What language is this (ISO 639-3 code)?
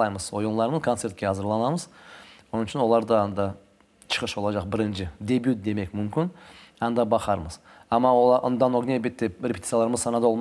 crh